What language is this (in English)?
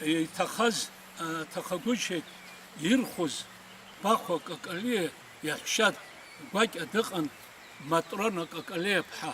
Abkhazian